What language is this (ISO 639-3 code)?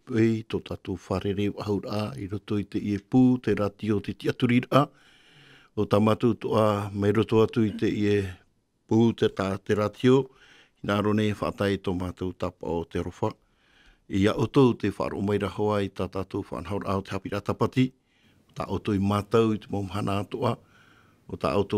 tah